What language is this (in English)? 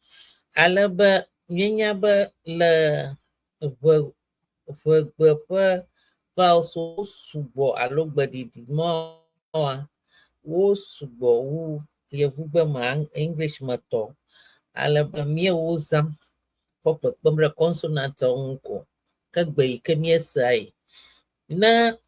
Ewe